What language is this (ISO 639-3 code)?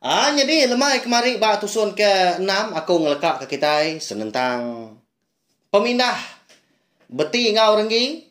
iba